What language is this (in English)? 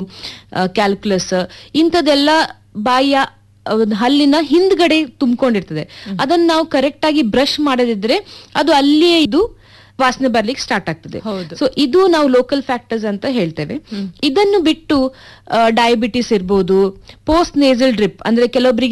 Kannada